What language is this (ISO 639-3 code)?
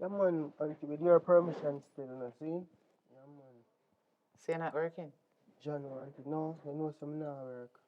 jam